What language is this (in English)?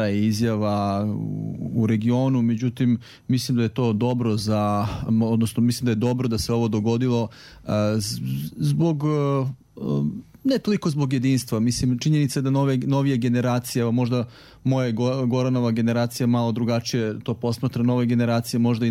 Serbian